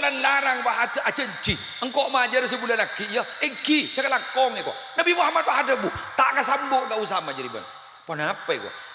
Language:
Madurese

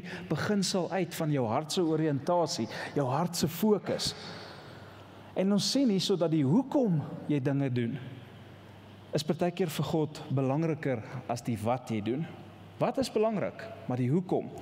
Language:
Afrikaans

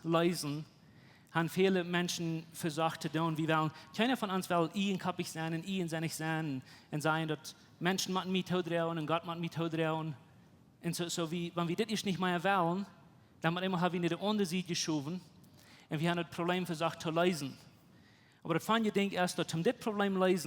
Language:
Plautdietsch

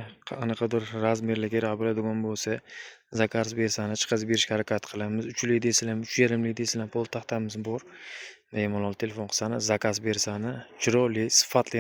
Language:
Uzbek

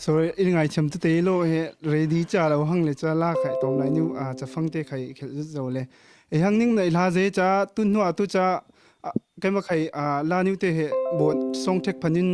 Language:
Falam Chin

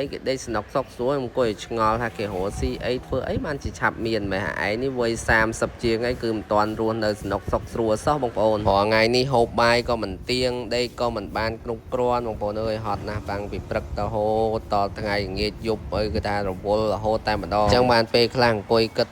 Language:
Khmer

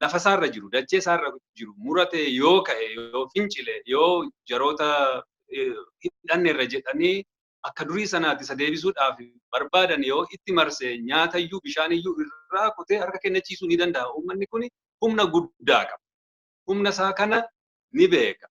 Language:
Oromo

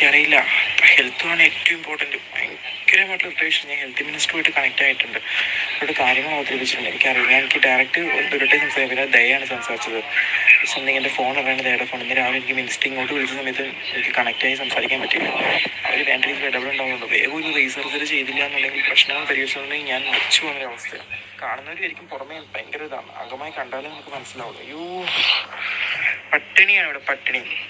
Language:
Malayalam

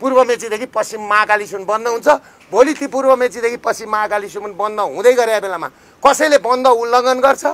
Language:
Nepali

